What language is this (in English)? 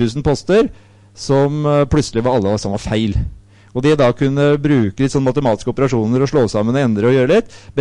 Norwegian